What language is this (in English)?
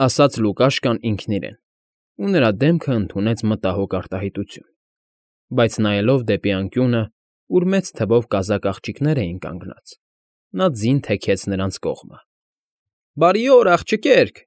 Armenian